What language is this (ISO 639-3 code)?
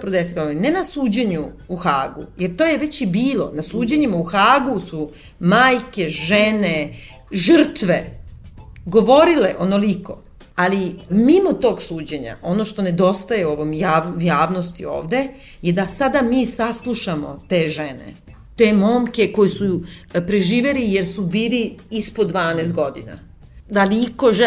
srp